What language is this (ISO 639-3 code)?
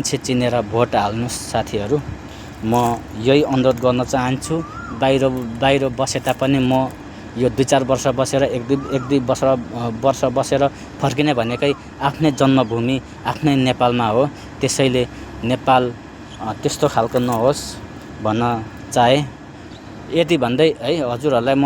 nep